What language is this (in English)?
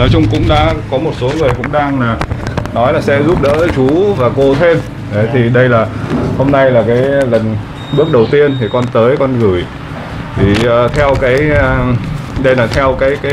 Vietnamese